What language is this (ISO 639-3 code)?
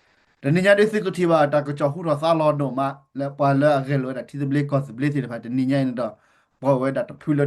ksw